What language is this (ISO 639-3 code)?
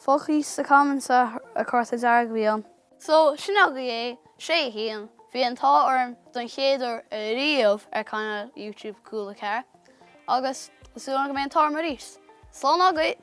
gle